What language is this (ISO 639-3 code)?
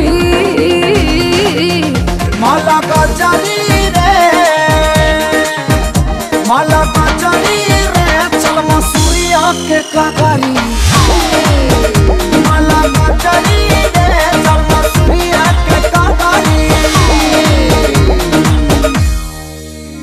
bho